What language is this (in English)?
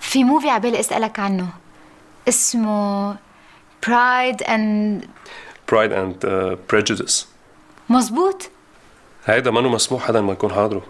North Levantine Arabic